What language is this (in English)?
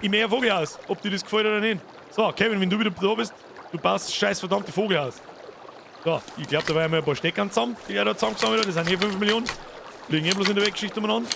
Bavarian